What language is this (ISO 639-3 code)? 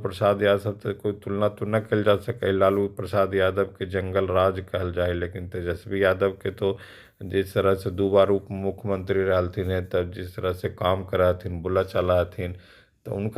mag